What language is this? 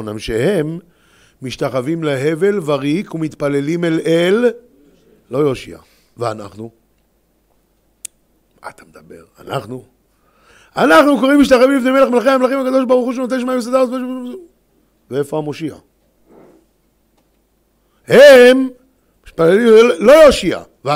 Hebrew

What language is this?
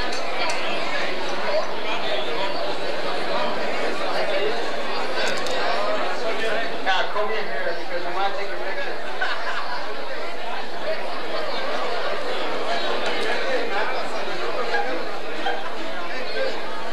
English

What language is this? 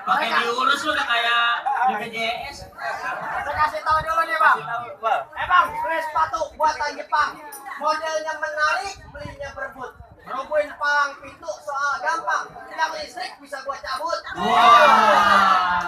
Betawi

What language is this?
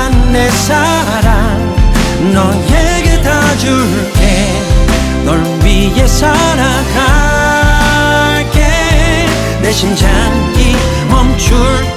Korean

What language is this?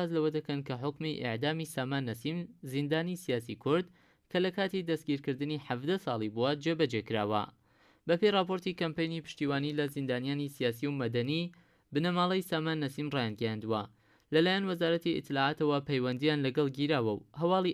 Central Kurdish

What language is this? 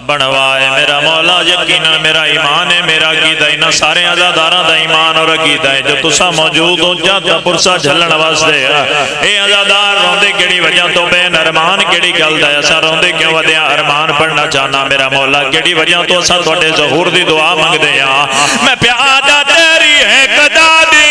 Pahari-Potwari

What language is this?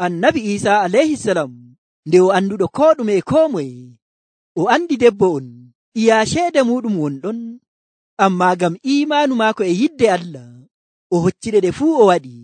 Nigerian Fulfulde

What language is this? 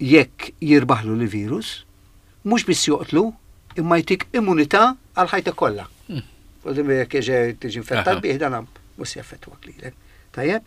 Maltese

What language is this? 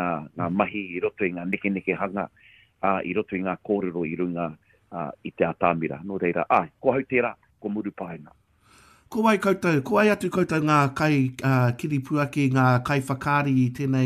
Māori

